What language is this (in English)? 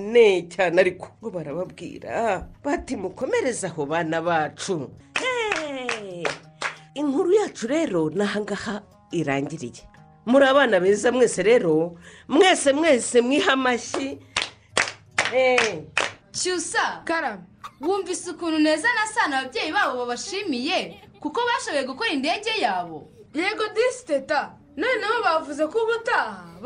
Kinyarwanda